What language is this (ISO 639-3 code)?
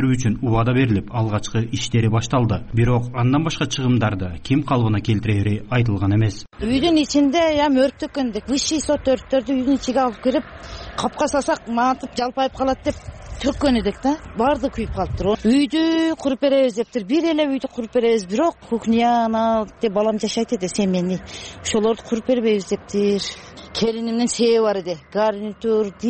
kir